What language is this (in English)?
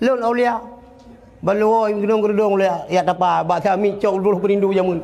Achinese